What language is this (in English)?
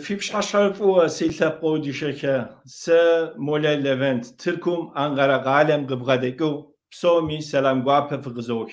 Kabardian